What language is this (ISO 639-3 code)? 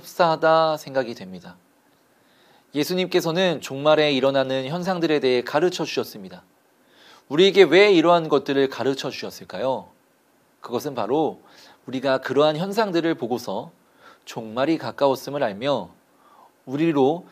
kor